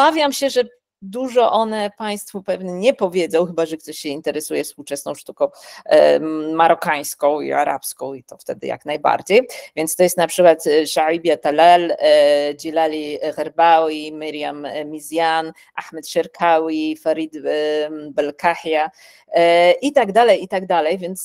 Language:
Polish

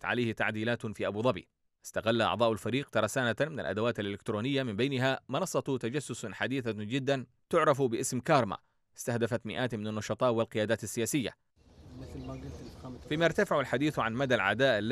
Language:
Arabic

